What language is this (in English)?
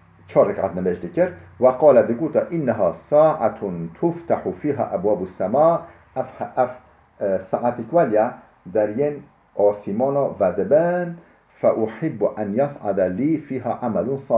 Kurdish